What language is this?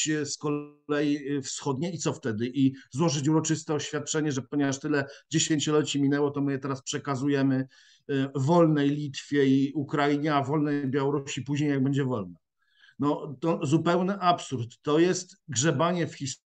Polish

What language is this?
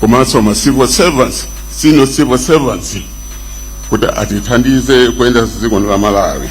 Nyanja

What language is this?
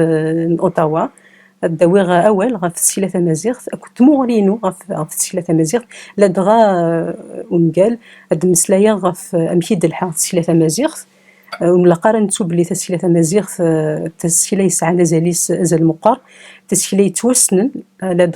Kabyle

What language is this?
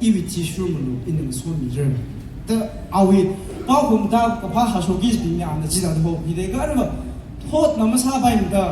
Tangkhul Naga (India)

